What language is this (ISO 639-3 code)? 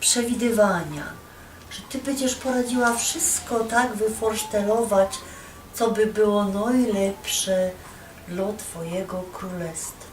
szl